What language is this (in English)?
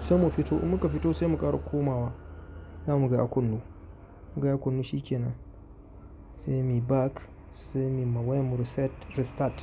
Hausa